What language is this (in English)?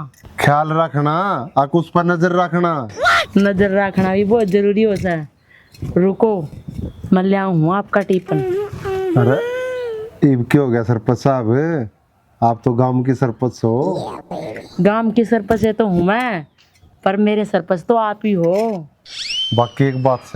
Haryanvi